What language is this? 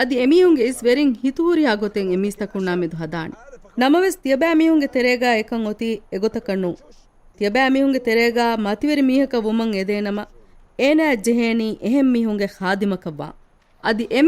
Divehi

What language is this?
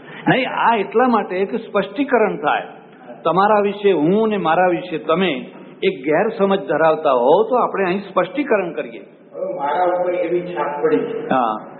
Gujarati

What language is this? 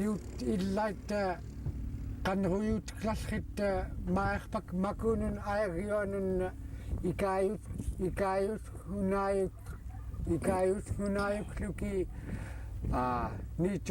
Central Yupik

